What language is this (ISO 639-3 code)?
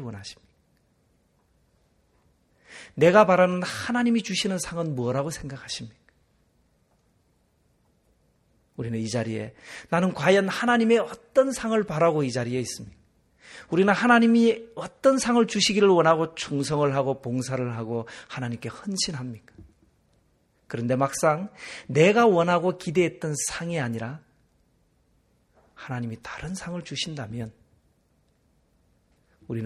kor